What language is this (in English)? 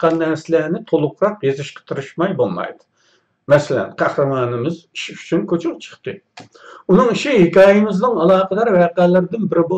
Uyghur